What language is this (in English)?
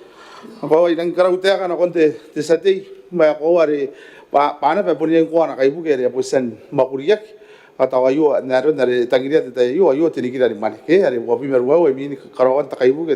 Gilbertese